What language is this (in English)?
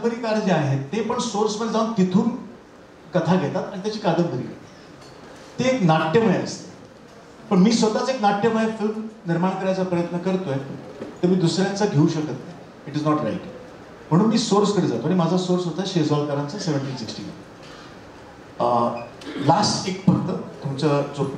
Marathi